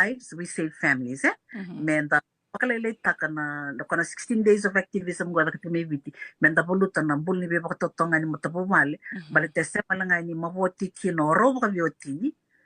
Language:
Fijian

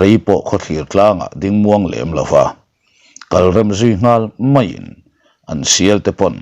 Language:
Mizo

